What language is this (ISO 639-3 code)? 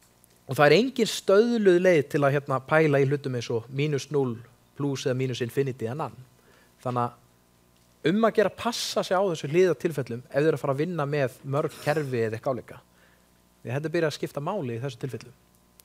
isl